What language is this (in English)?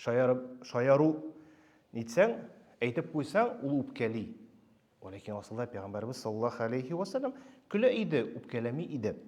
Tatar